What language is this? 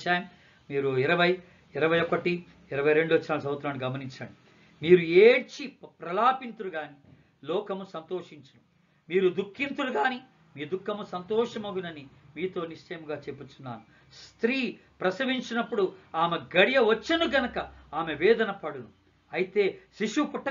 Telugu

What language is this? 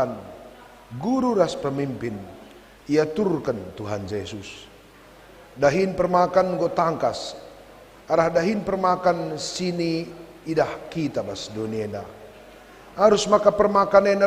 Batak Karo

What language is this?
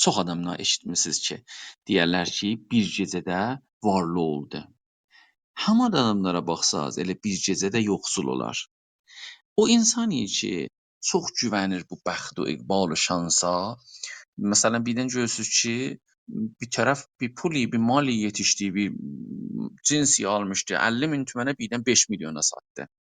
South Azerbaijani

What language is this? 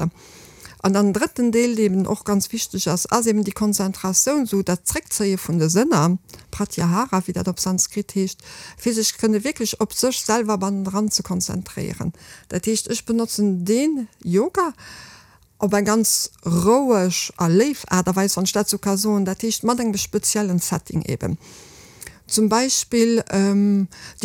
Luxembourgish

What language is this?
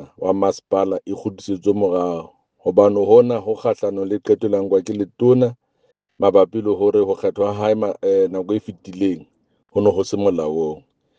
Southern Sotho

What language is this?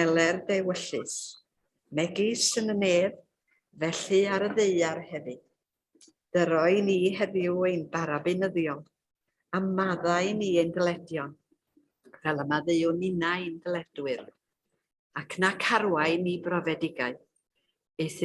Welsh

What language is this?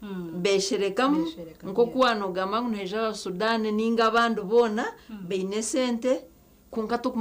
Nyankole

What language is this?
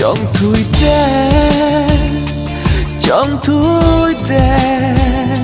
Karbi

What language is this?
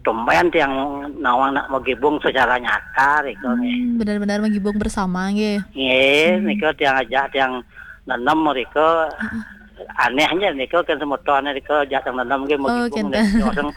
Balinese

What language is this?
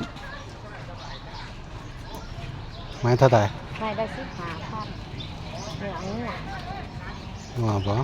Lao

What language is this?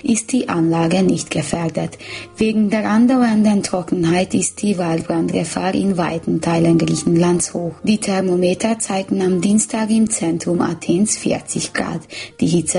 German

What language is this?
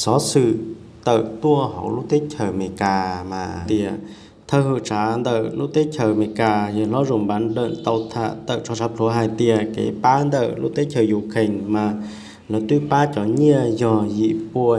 Hmong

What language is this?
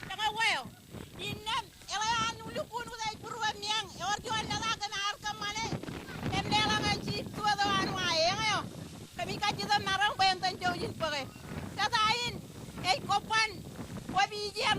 Marshallese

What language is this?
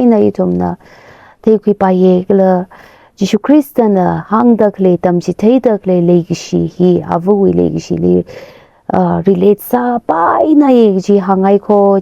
Tangkhul Naga (India)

